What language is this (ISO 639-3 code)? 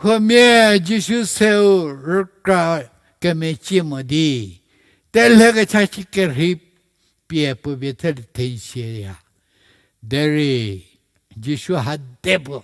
njm